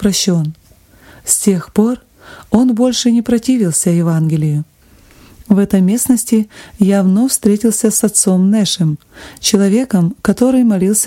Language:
Russian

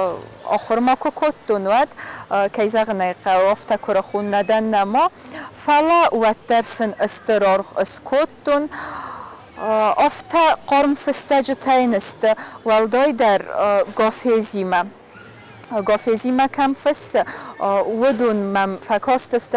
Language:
Ossetic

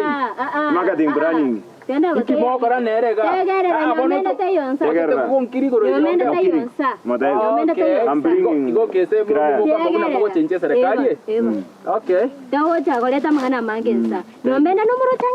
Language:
Gusii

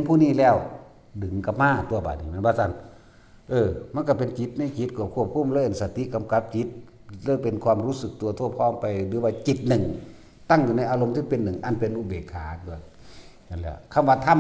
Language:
Northeastern Thai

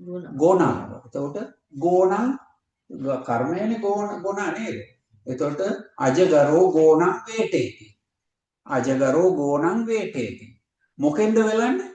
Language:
Sinhala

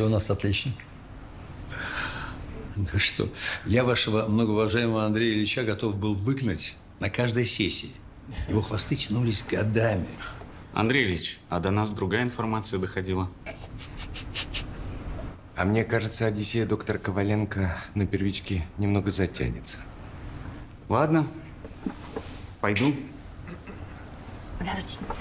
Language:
Russian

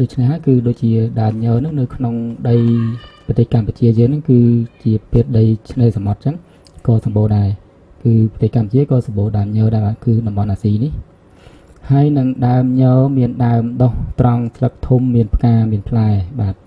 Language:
Khmer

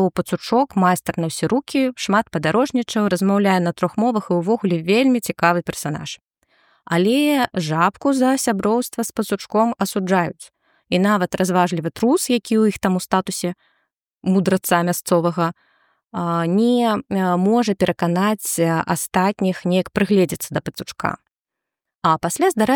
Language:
Belarusian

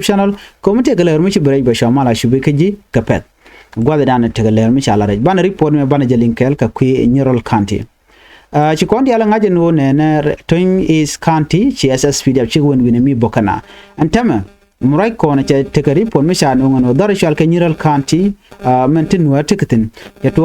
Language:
Nuer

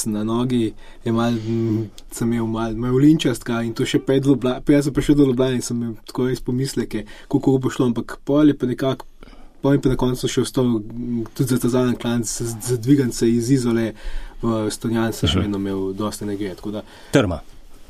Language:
Slovenian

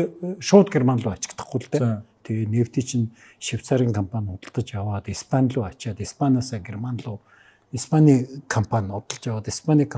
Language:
Mongolian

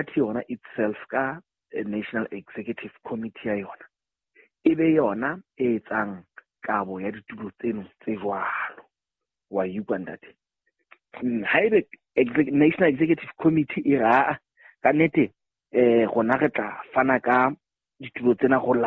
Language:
Southern Sotho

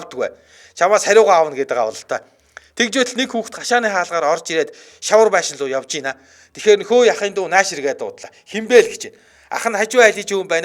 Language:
Mongolian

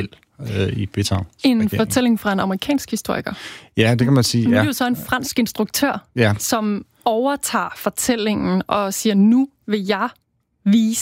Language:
Danish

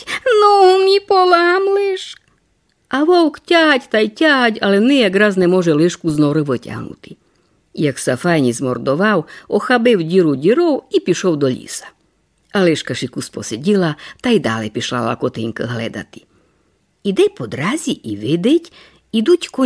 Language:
Rusyn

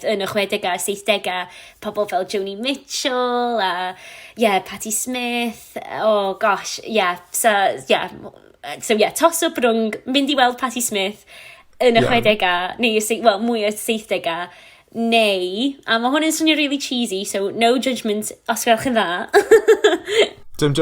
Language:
Welsh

